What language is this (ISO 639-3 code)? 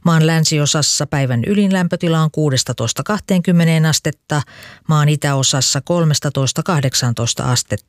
fin